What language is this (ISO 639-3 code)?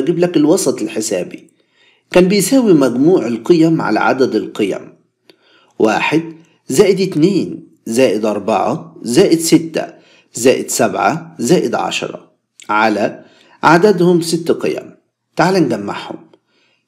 arz